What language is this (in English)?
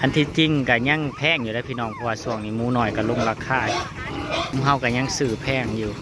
Northeastern Thai